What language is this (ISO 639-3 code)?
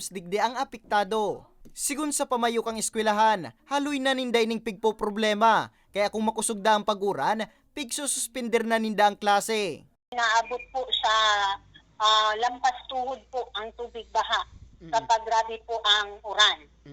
bik